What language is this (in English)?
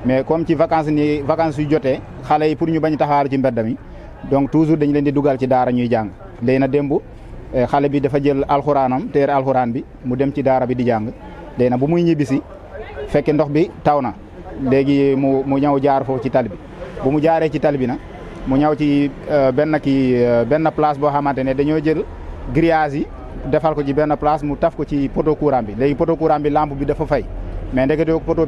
Wolof